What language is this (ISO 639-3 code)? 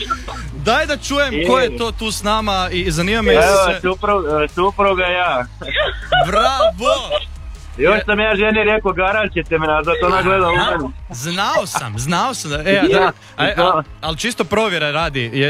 hrv